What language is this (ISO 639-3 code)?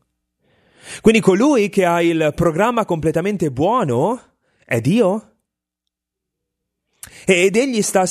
ita